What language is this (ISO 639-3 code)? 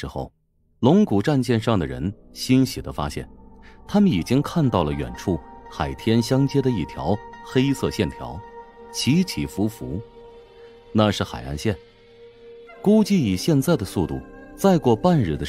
zho